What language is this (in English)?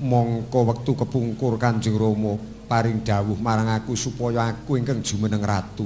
Javanese